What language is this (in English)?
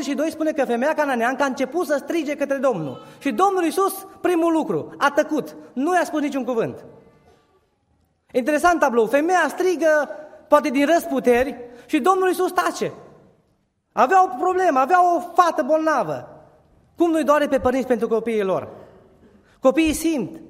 Romanian